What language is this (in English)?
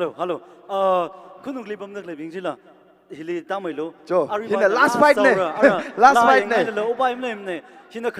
Tangkhul Naga (India)